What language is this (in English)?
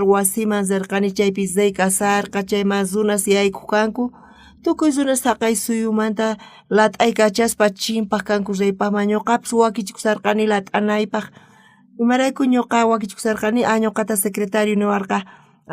South Bolivian Quechua